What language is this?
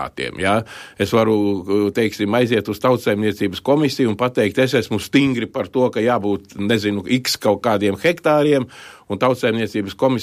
Latvian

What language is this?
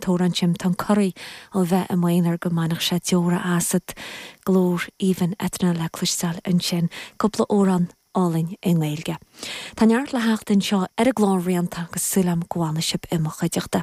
Irish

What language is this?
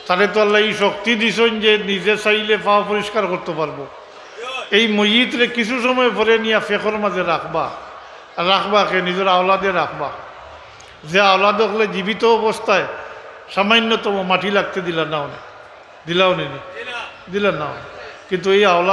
Sylheti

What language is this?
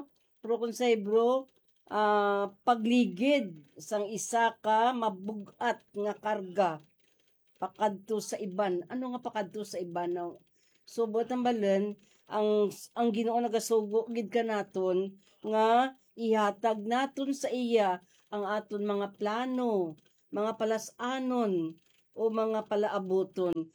Hiligaynon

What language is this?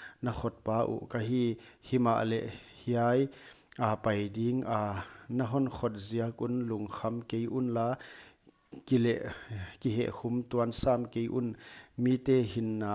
Paite Chin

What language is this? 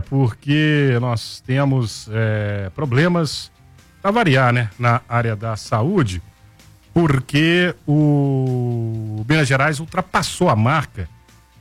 Portuguese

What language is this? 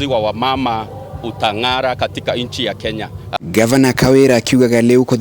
Meru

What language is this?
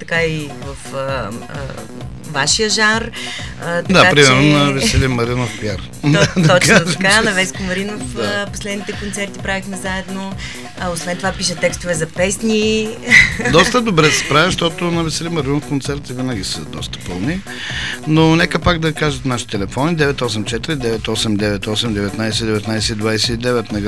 Bulgarian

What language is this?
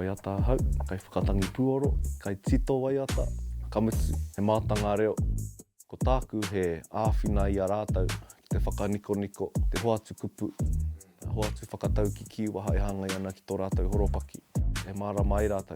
Māori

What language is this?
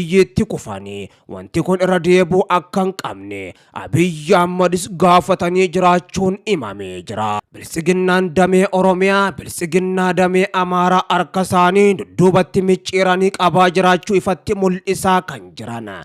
Oromo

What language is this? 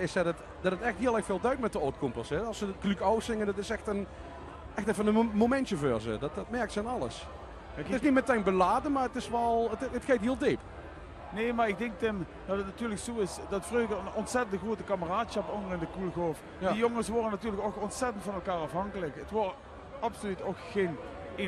Limburgish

